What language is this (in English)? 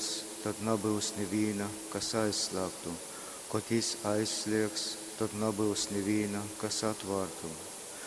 Latgalian